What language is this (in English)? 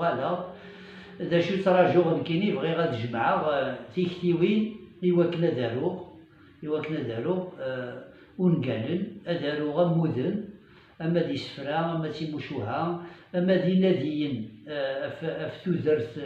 Kabyle